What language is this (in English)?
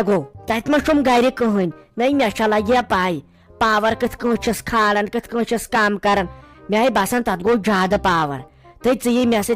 Kashmiri